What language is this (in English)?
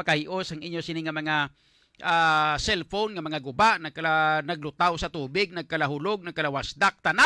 Hiligaynon